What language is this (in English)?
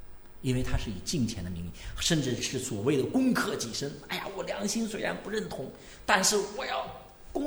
Chinese